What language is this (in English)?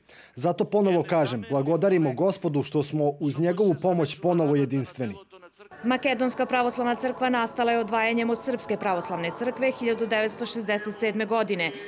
Serbian